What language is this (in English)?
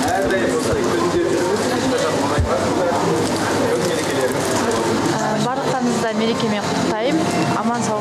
Kazakh